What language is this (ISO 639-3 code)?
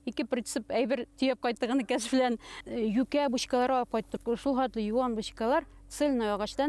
bak